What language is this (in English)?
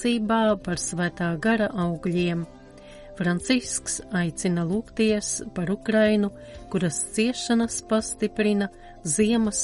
Latvian